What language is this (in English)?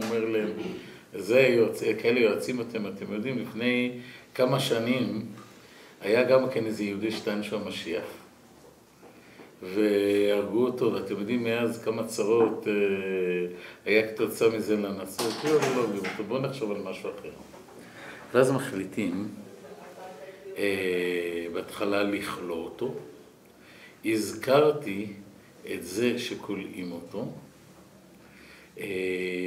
Hebrew